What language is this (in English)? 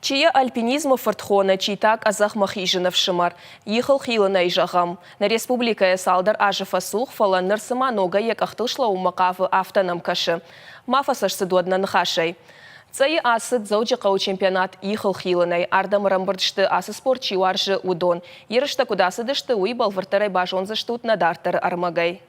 Ossetic